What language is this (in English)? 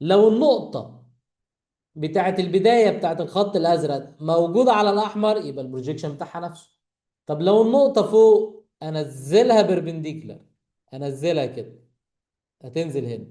Egyptian Arabic